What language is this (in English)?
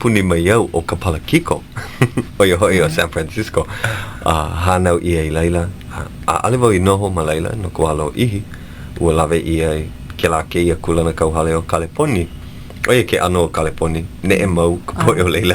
Hawaiian